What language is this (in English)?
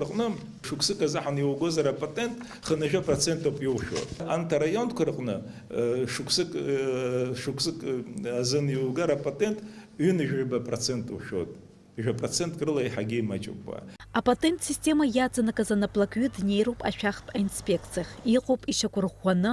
Abkhazian